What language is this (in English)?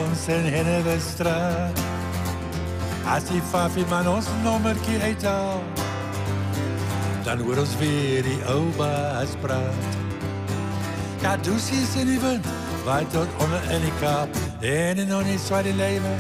Afrikaans